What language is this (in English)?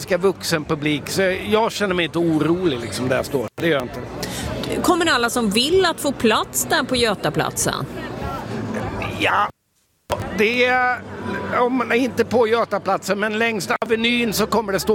Swedish